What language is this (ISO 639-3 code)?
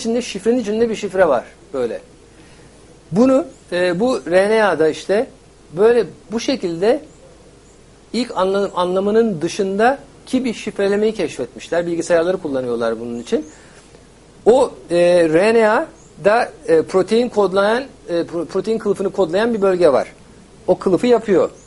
tur